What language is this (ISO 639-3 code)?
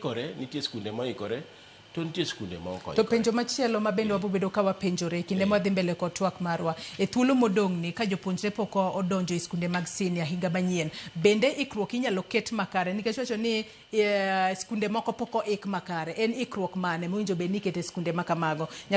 luo